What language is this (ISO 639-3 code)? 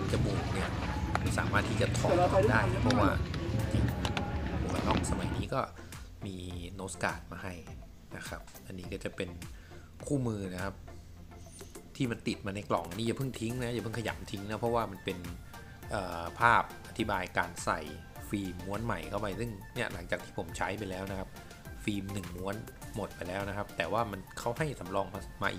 tha